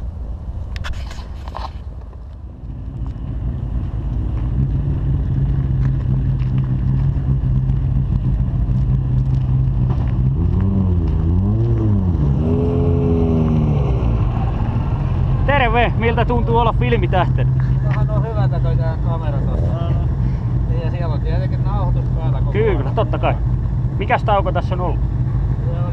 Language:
Finnish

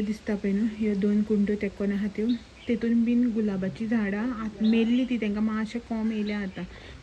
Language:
Konkani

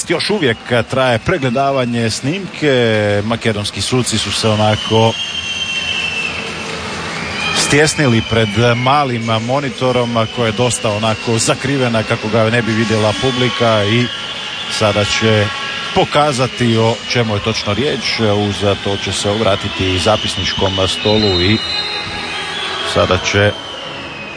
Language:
Croatian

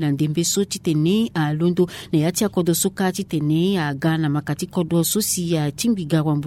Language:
Sango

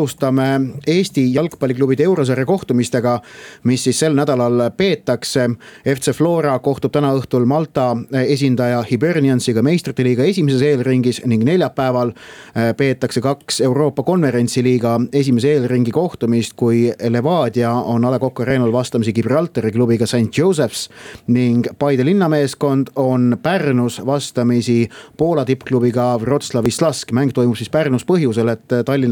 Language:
Estonian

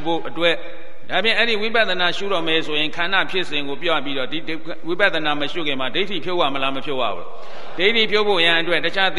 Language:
Burmese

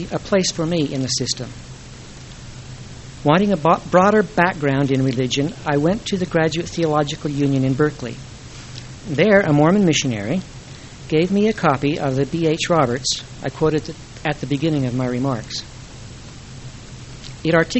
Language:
English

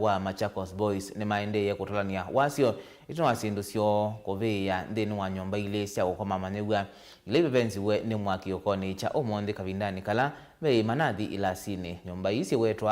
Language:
Kamba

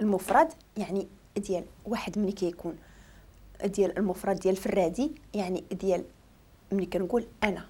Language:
Moroccan Arabic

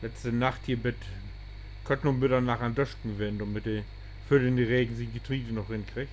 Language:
Low German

